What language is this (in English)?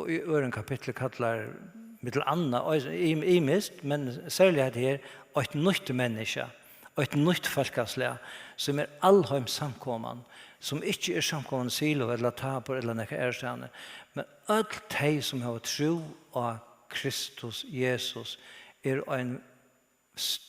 Faroese